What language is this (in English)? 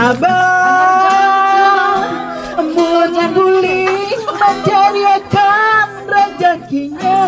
Banjar